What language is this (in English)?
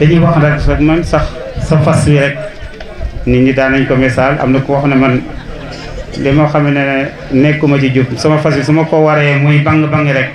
Wolof